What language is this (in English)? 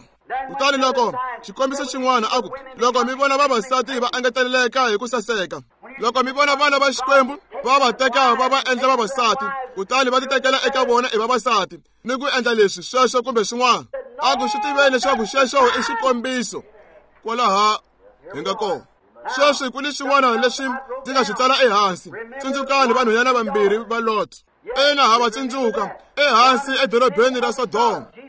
Tsonga